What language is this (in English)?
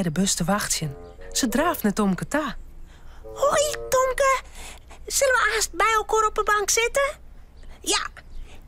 Western Frisian